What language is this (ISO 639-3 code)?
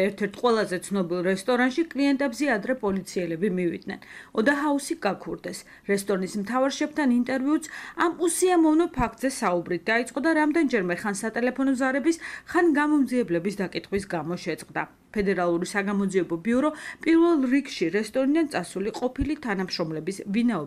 kat